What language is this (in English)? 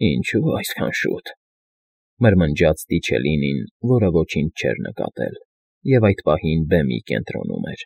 Armenian